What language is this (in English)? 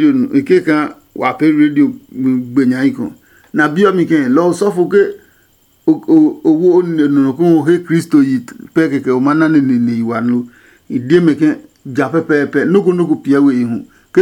Adangme